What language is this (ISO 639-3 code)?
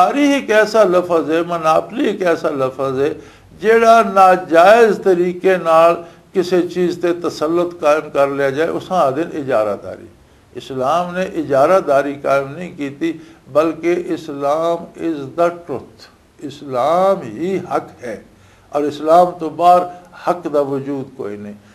lah